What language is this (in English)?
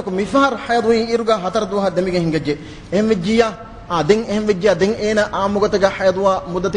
Divehi